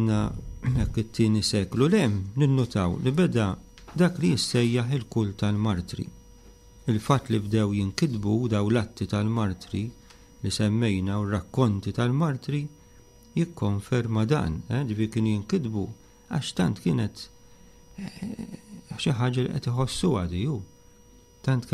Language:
Maltese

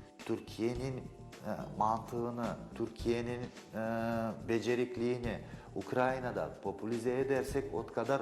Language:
Crimean Tatar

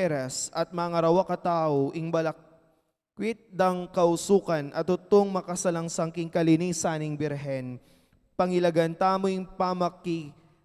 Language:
Pampanga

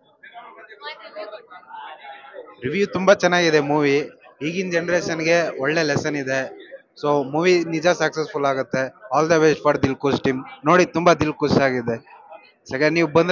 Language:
Kannada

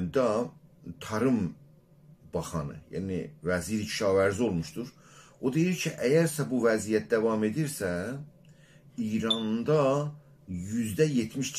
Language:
South Azerbaijani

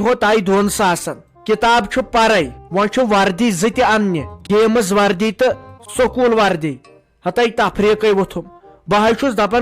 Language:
Kashmiri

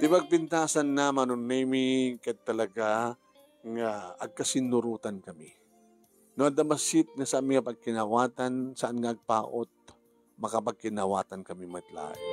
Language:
Iloko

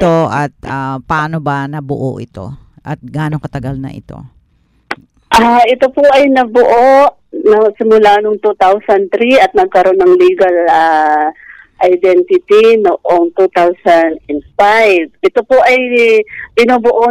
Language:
Filipino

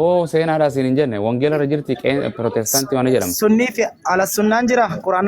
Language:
Oromo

